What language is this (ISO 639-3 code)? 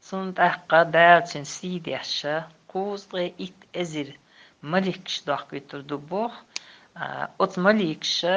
che